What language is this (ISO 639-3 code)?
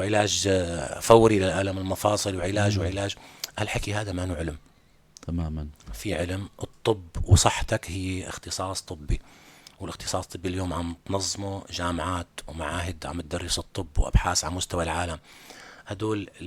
apc